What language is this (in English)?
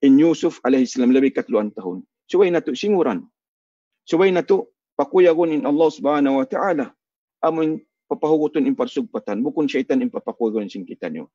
Tausug